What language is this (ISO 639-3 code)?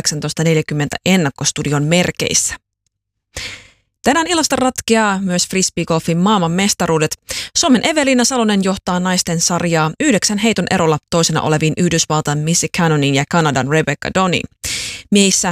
fin